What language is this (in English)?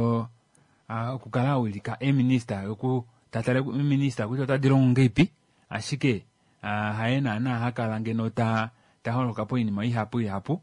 Kuanyama